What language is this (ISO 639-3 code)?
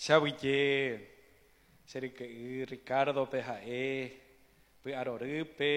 grn